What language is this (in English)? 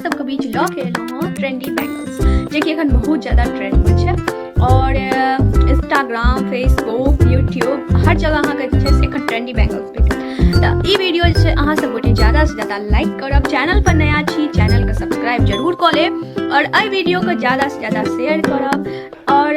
Maithili